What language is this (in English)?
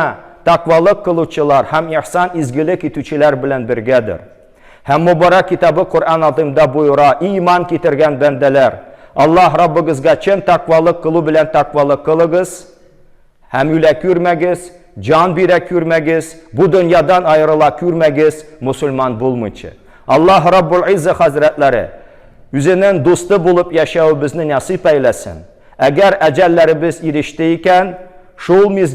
Tatar